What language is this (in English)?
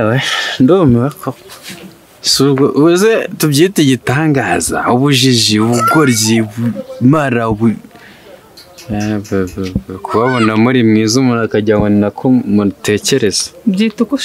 Kinyarwanda